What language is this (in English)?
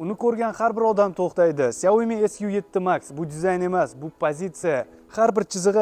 Uzbek